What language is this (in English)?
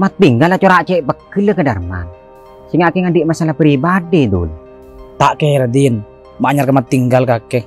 Madurese